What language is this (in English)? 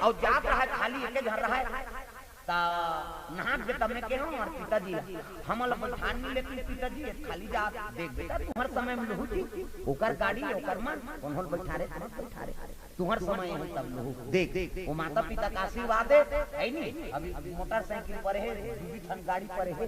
Chhattisgarhi